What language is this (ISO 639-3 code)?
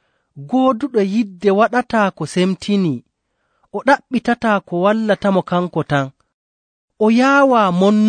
fuv